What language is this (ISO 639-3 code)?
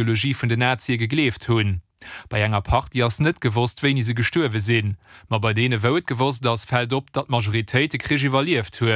ltz